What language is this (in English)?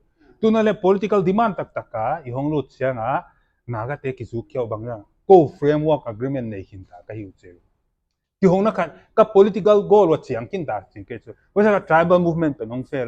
Paite Chin